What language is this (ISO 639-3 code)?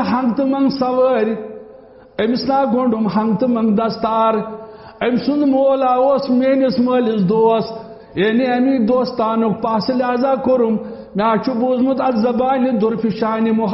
kas